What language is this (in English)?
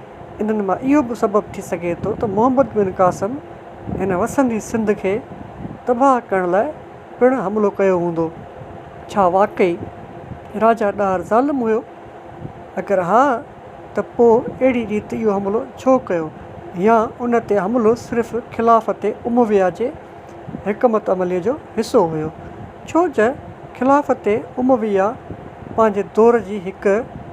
Sindhi